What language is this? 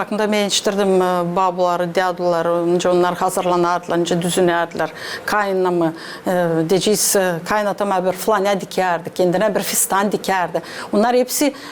Gagauz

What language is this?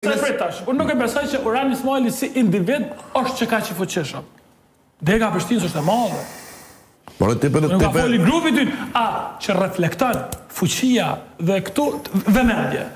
Albanian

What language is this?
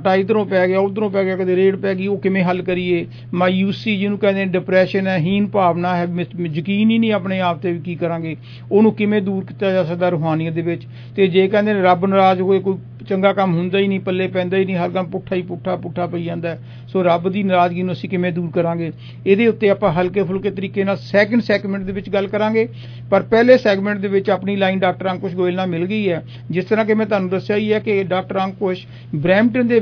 Punjabi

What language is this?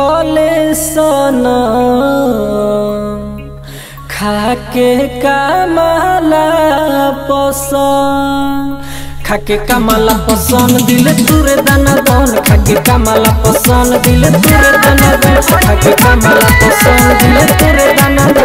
Bhojpuri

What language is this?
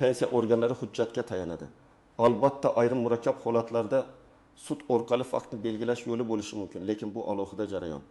Uzbek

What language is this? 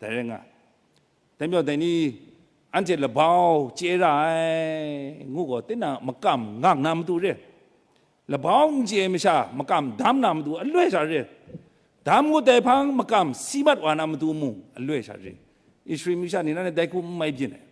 Kachin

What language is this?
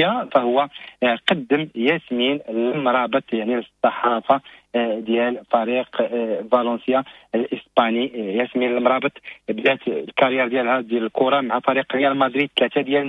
Moroccan Arabic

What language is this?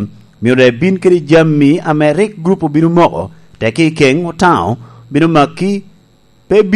Lango (Uganda)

